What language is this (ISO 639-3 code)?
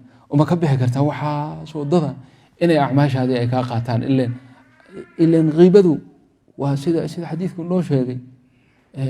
som